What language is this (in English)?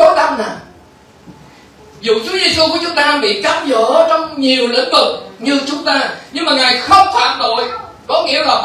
Vietnamese